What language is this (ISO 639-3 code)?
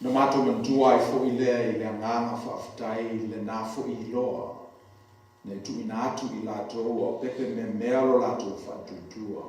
smo